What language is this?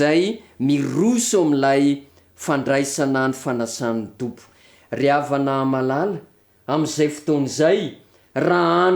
Malagasy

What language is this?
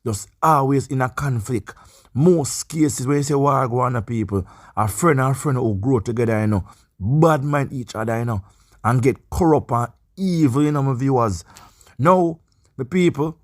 Jamaican Creole English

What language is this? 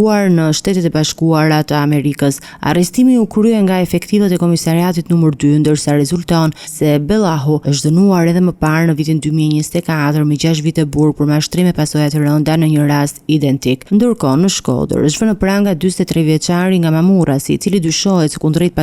Albanian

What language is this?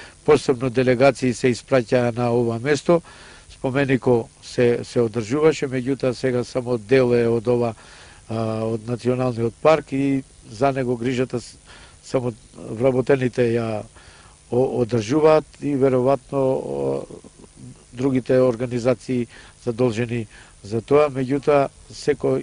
Macedonian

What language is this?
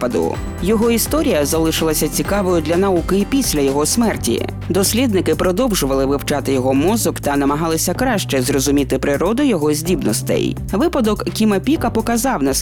Ukrainian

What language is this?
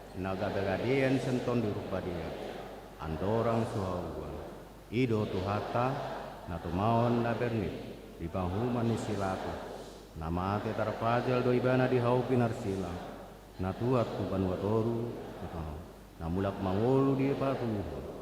Batak Toba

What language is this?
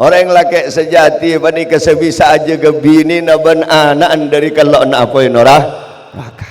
Madurese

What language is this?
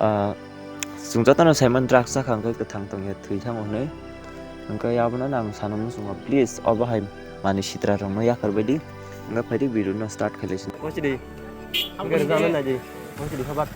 Kok Borok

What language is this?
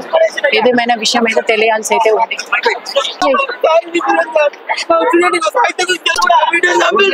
Telugu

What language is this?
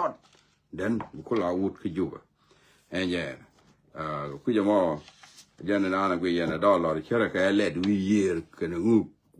Nuer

